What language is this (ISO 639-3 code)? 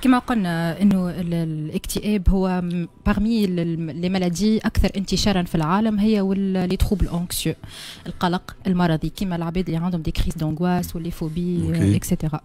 aeb